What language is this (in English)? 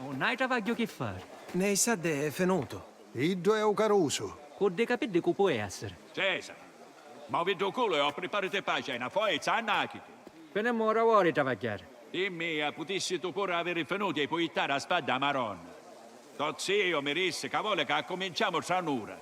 Sicilian